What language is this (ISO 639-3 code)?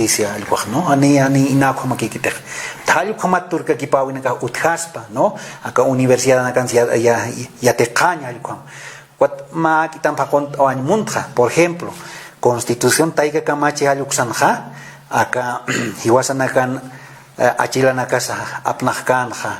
aym